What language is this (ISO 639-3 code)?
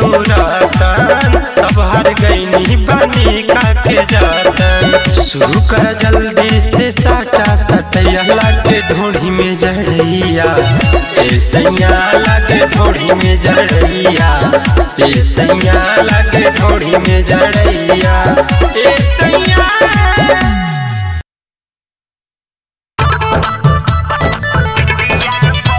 bho